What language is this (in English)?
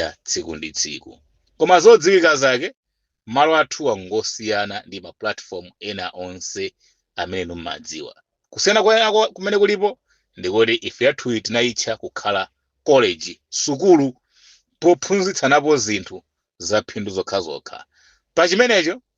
Nyanja